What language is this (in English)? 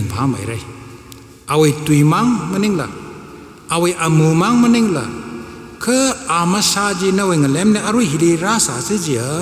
Tangkhul Naga (India)